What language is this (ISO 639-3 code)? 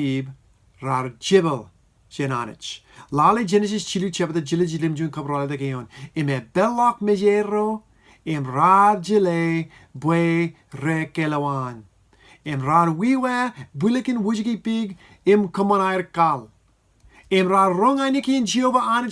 mah